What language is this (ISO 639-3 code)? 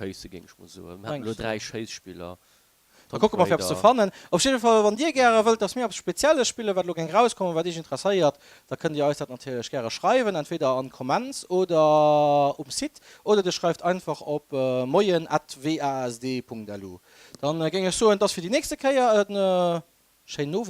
ltz